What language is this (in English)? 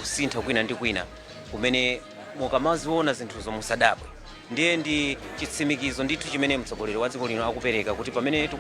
Nyanja